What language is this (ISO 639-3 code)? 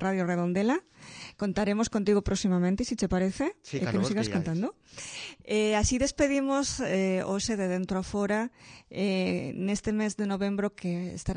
glg